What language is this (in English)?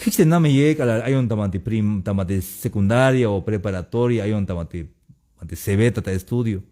Tzeltal